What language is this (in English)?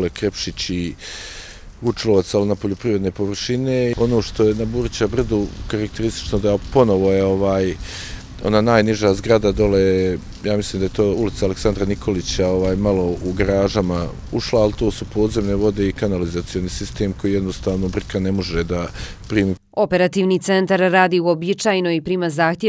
Bosnian